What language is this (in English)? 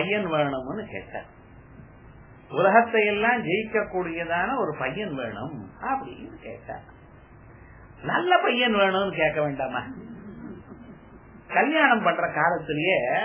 Tamil